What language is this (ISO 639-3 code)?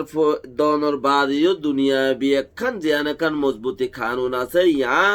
rhg